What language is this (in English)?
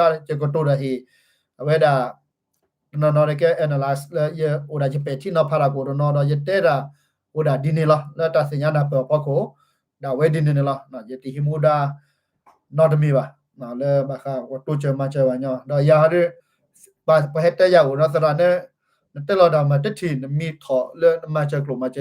S'gaw Karen